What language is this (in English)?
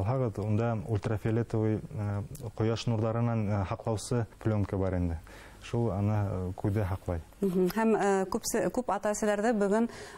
Bashkir